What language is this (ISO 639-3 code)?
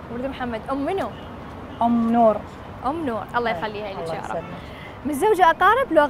acm